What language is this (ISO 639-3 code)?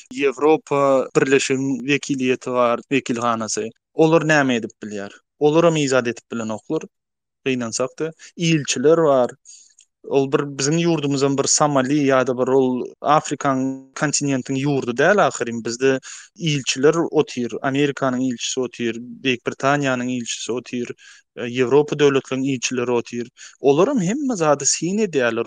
tuk